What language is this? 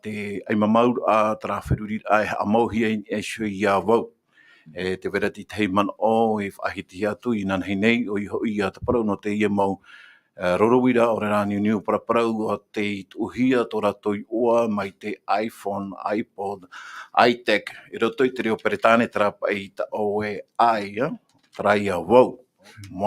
Tahitian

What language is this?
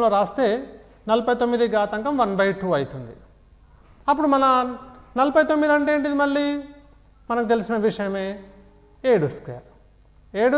Telugu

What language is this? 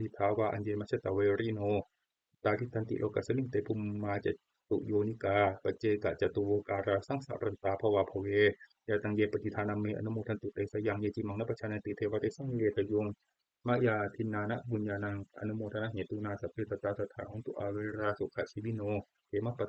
Pali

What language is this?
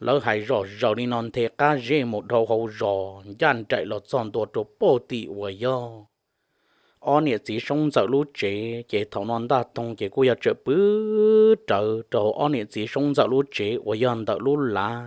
Hmong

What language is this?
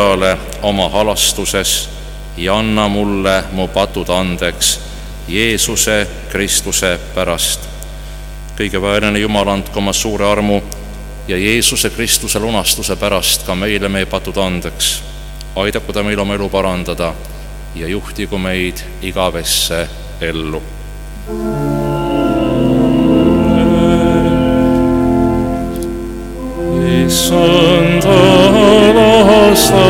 Estonian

